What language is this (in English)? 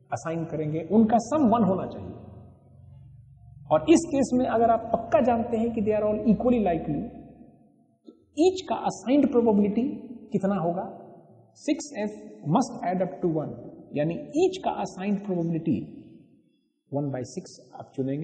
Hindi